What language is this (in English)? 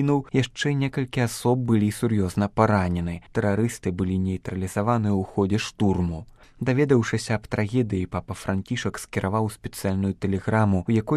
Belarusian